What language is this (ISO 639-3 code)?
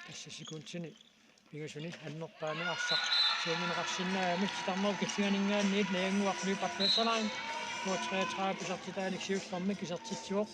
kal